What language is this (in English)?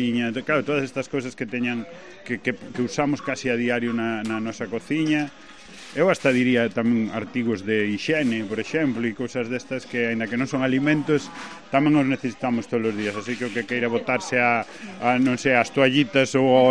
Galician